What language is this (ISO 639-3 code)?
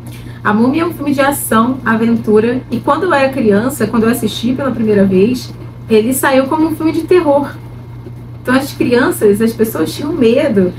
por